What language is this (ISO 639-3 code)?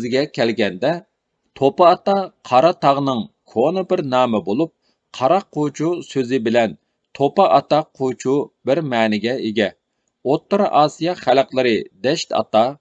uig